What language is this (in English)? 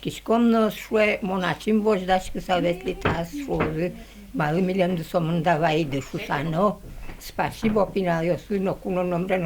Udmurt